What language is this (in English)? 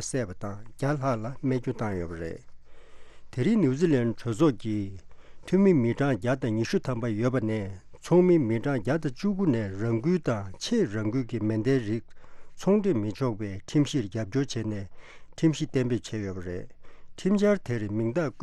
Tibetan